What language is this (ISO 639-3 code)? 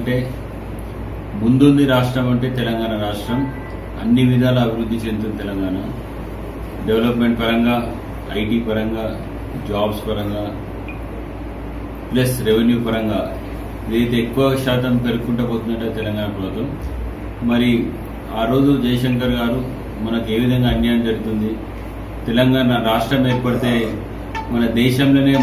tel